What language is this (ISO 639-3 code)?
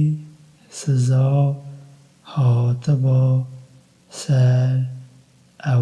kur